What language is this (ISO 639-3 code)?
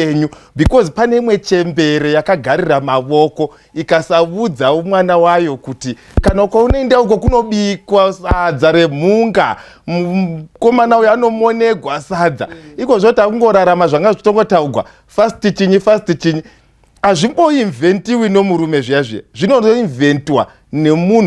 sna